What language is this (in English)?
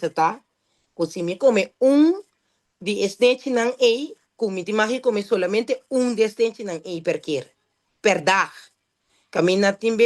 Papiamento